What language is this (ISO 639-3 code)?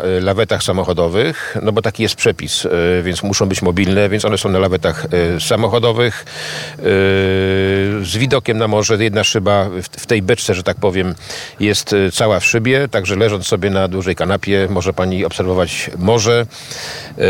pol